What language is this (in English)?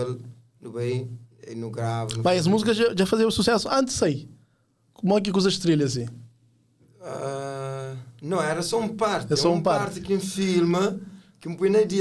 Kabuverdianu